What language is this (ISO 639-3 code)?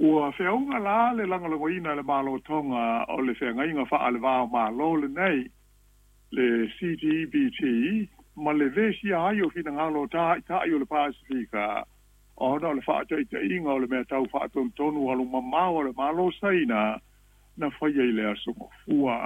smo